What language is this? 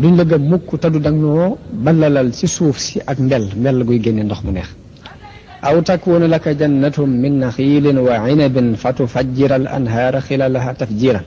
Wolof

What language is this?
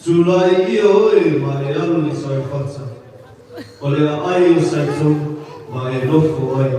Samoan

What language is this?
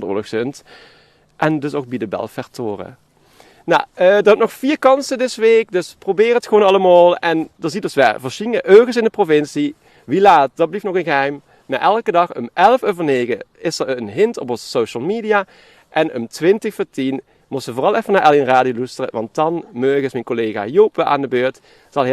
Limburgish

